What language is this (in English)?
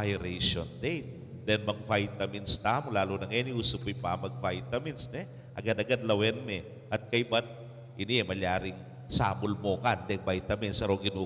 Pampanga